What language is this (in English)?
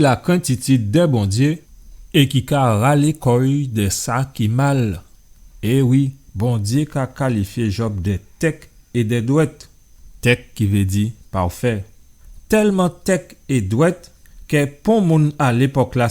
Guadeloupean Creole French